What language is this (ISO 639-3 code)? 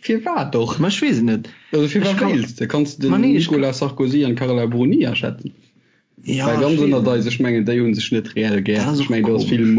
ltz